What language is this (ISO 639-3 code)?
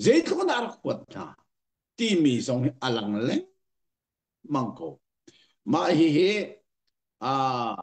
cnh